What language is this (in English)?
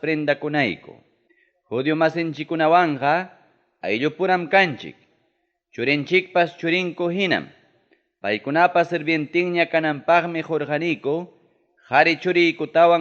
Ayacucho Quechua